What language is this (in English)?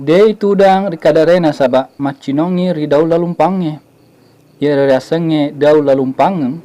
Buginese